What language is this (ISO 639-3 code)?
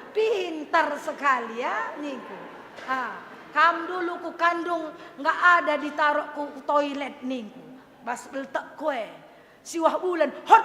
btx